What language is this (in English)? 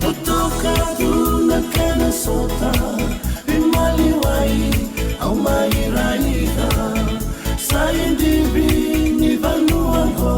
Fijian